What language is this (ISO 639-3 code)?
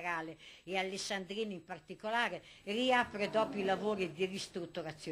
ita